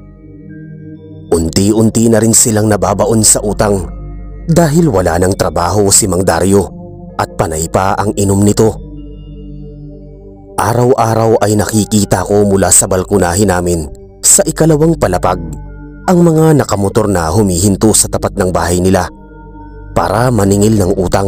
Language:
Filipino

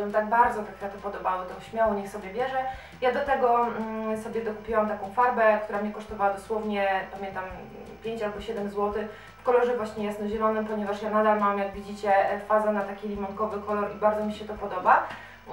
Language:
Polish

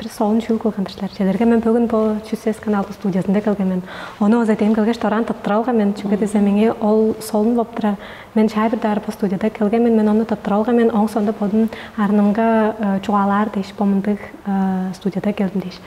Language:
Tuvinian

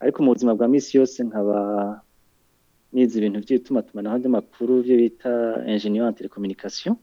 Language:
Rundi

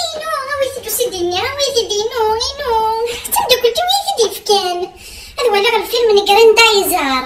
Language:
Kabyle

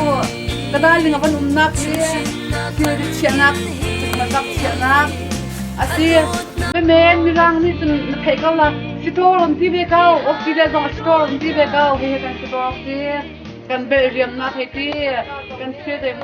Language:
Hakha Chin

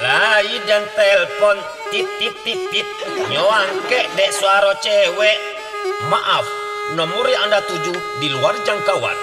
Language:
Minangkabau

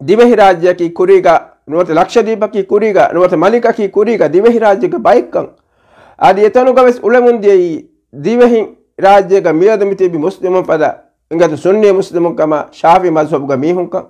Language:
Divehi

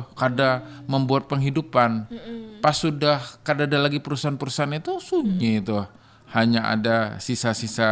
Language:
Banjar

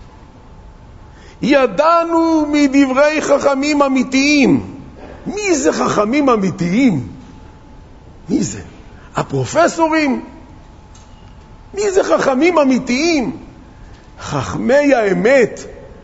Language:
Hebrew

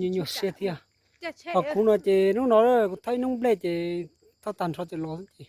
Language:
Hmong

